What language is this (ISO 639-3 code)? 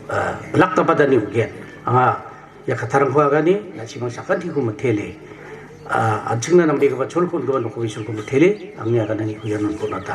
grt